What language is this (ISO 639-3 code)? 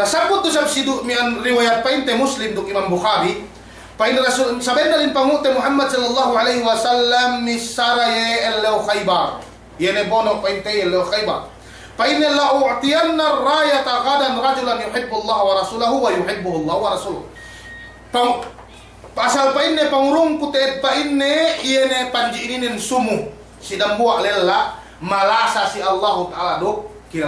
yka